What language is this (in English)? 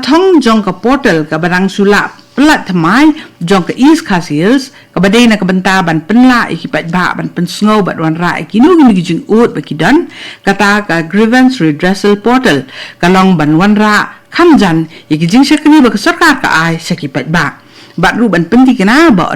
Khasi